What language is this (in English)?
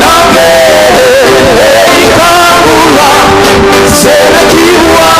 Fijian